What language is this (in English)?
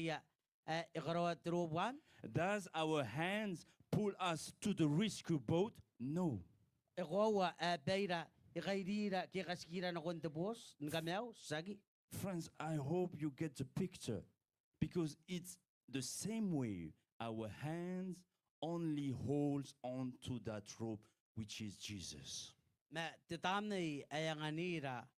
Gilbertese